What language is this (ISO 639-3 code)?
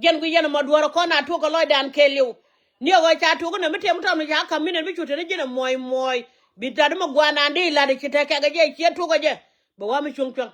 nus